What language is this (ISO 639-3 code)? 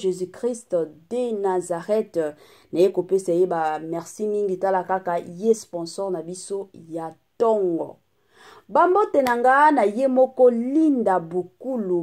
lin